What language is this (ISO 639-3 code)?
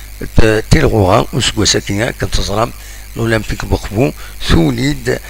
kab